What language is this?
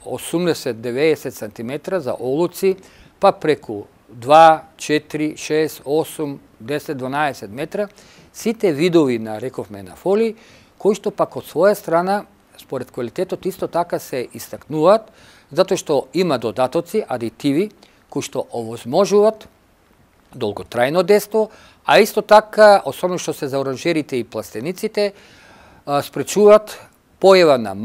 Macedonian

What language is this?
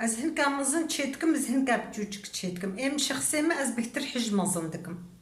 Kurdish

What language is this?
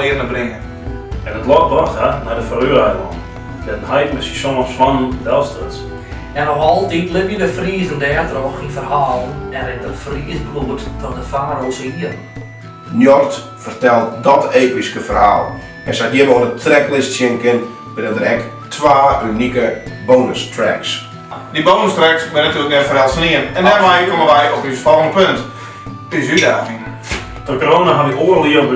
Western Frisian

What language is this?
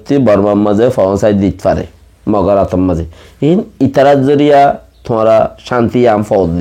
Rohingya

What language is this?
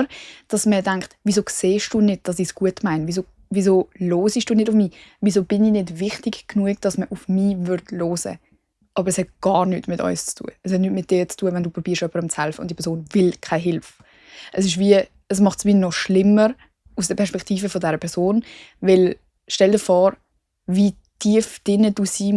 Swiss German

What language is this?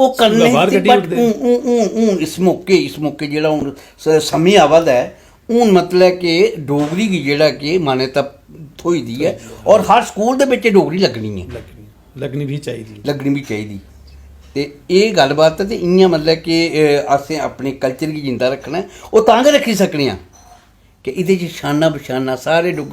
Dogri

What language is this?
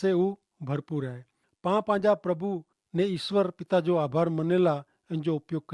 Kachhi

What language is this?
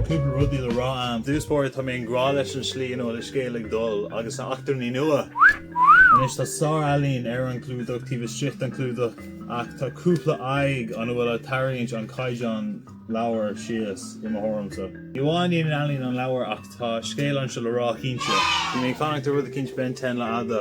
Irish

